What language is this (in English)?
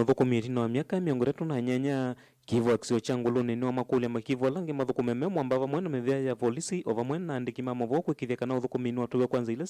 Kamba